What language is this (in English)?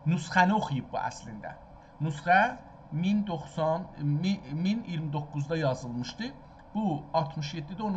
South Azerbaijani